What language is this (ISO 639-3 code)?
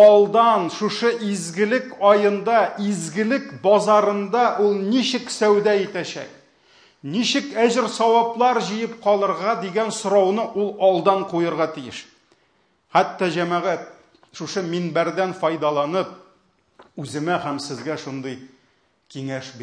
tat